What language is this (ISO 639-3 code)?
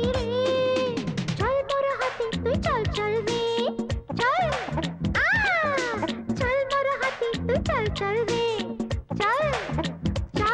ben